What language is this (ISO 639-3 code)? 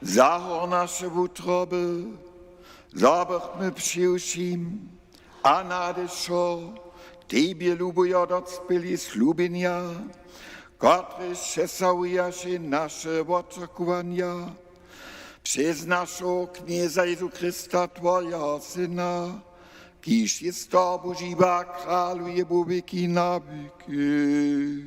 hsb